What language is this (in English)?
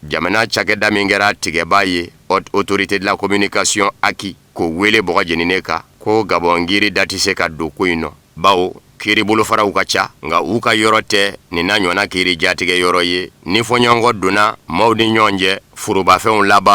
Bambara